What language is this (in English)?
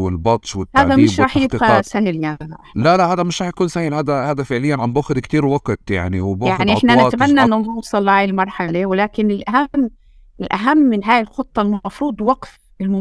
North Levantine Arabic